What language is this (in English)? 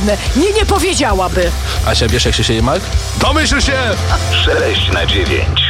Polish